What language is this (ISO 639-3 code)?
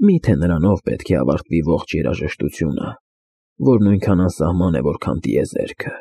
hye